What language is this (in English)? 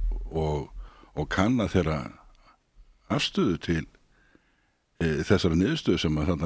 Icelandic